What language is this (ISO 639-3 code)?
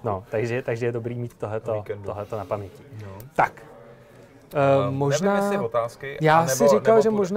ces